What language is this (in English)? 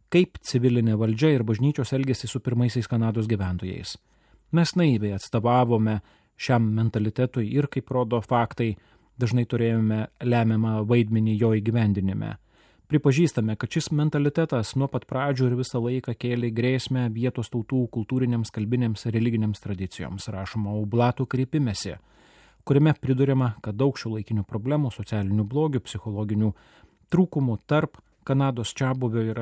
Lithuanian